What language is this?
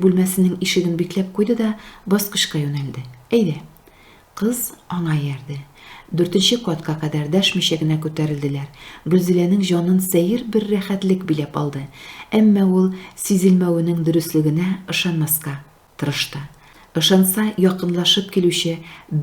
Tatar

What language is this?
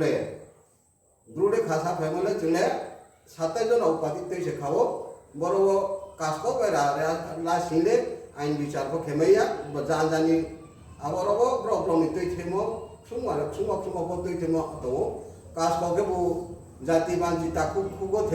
Riang (India)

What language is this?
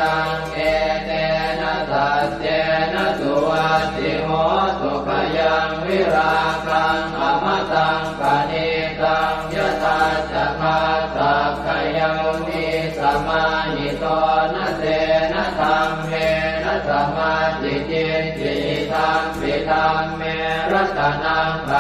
Pali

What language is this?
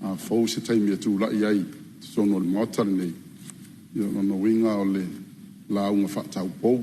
Samoan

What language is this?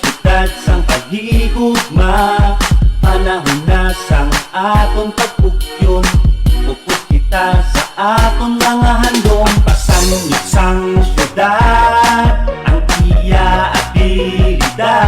Hiligaynon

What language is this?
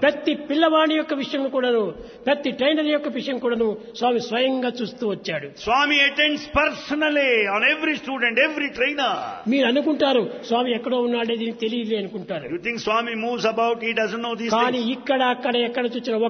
Telugu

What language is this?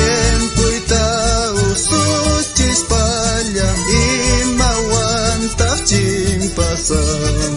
South Bolivian Quechua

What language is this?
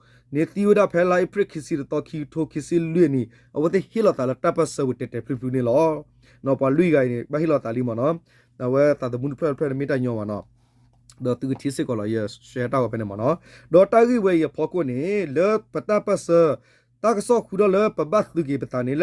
S'gaw Karen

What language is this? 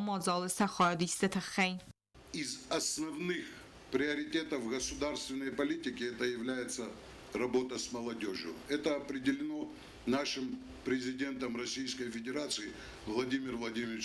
Ossetic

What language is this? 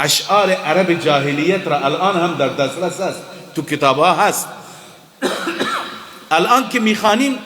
Persian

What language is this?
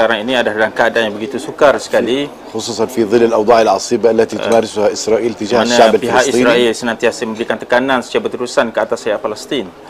Malay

